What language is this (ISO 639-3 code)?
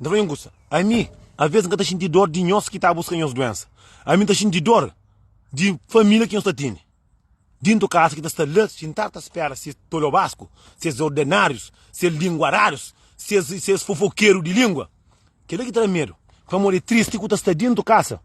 kea